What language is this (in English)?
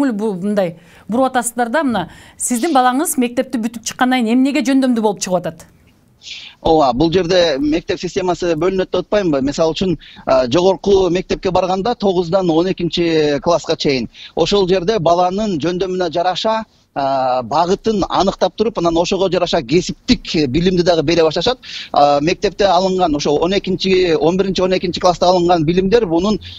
Kyrgyz